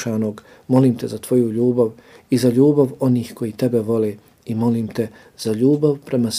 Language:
Bosnian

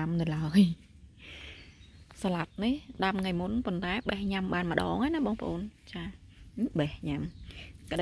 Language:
Khmer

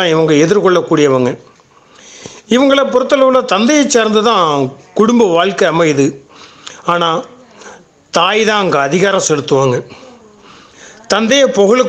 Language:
Tamil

